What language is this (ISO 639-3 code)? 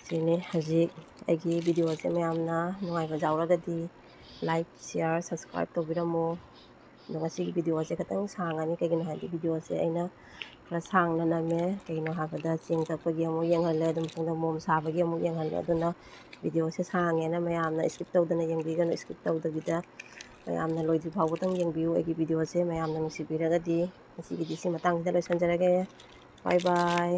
mni